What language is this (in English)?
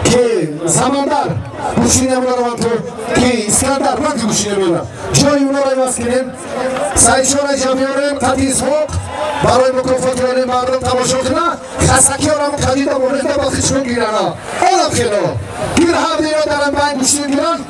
Tajik